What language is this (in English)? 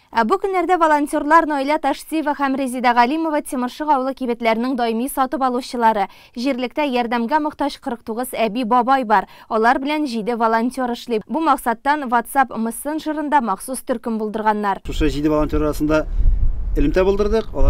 Tatar